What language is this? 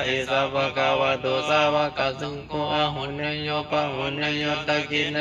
Pali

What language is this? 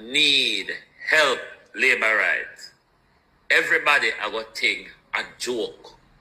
Jamaican Creole English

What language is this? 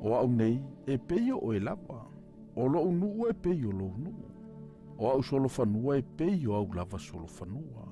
Samoan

